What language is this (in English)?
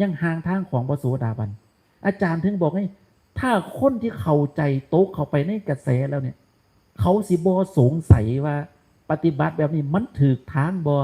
Northeastern Thai